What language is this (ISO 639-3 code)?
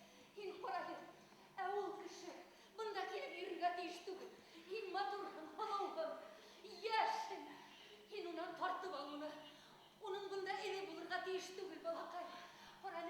bak